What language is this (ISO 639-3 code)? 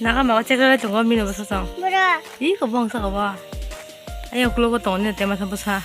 trp